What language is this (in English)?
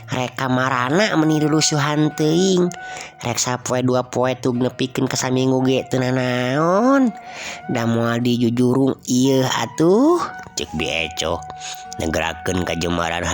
Sundanese